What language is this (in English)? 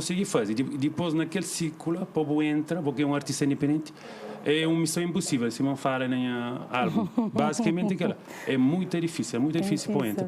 Kabuverdianu